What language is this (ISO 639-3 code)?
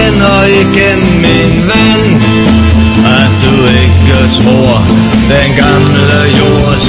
dan